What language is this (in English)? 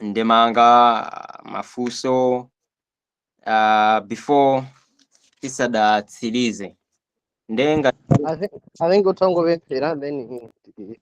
Nyanja